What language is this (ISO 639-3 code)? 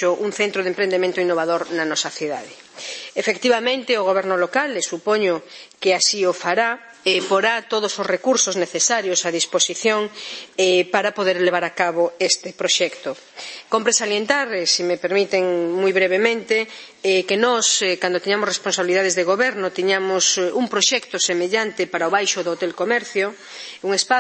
glg